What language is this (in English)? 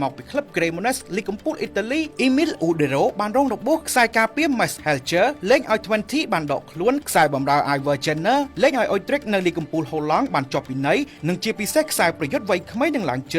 Khmer